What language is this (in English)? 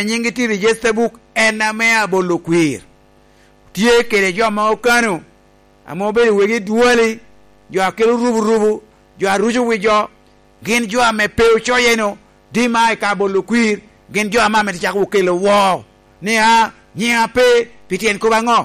Lango (Uganda)